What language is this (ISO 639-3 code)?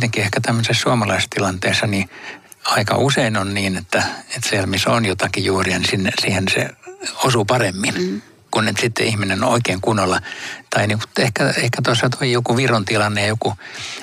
fin